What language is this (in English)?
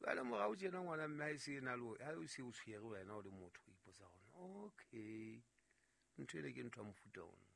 Southern Sotho